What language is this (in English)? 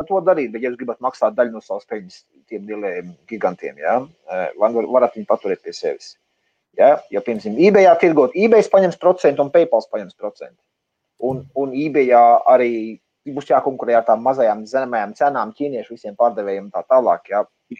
Latvian